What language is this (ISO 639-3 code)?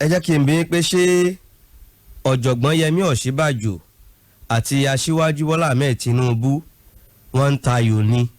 yor